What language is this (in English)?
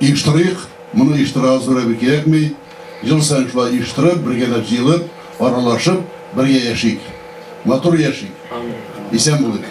Tatar